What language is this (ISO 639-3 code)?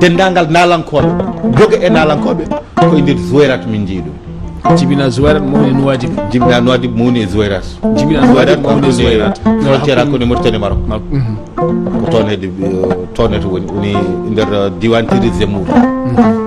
ful